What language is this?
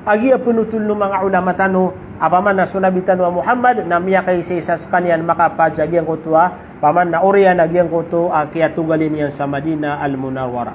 Maranao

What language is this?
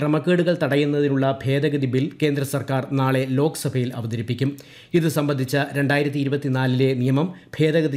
Malayalam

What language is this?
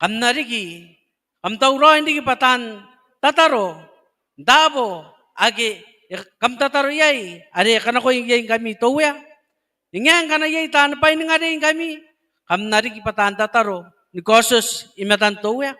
Gilbertese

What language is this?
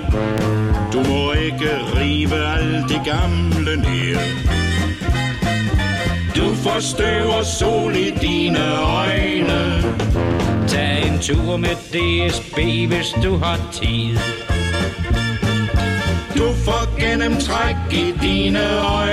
Danish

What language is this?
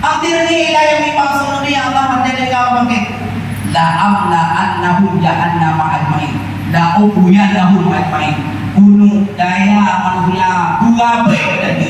Achinese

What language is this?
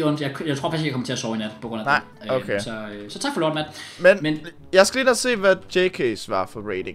Danish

